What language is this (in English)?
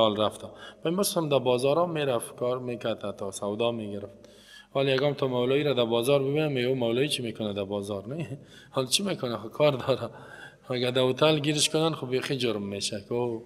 Persian